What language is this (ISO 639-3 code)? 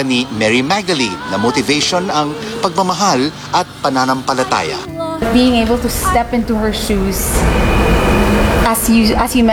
fil